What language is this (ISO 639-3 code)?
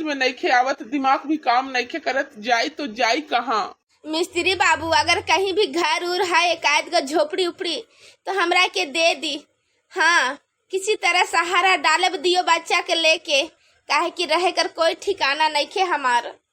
bho